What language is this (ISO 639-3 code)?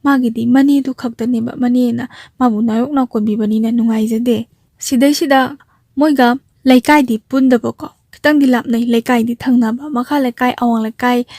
mni